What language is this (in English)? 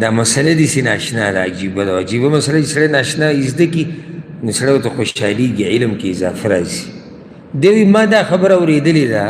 Pashto